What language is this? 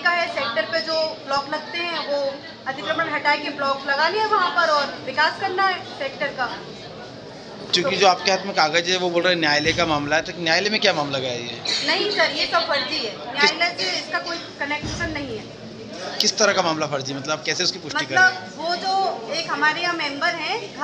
Hindi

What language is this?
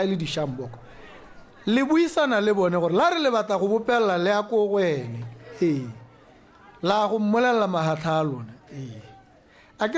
Tswana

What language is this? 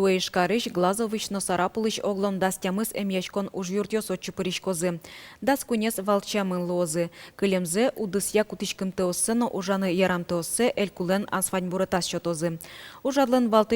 Udmurt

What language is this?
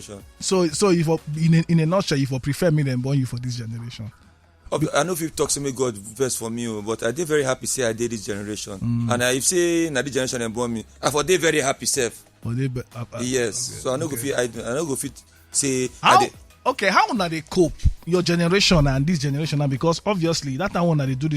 Nigerian Pidgin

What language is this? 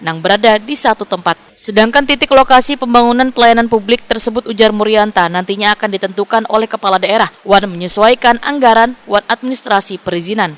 Banjar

